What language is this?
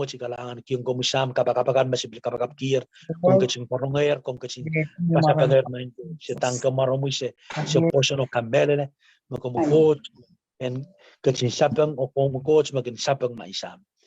Pohnpeian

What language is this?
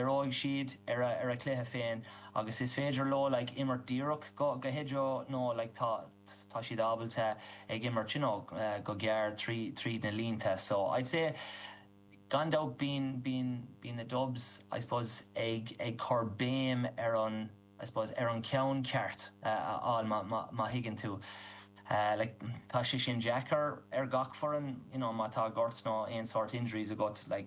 Irish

